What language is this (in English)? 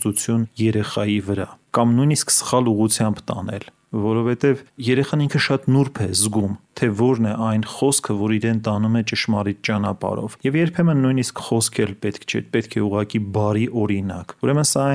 Armenian